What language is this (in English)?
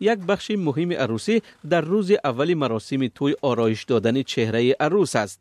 Tajik